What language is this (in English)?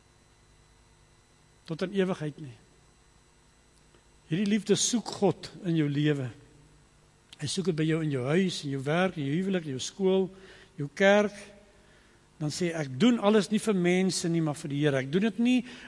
Afrikaans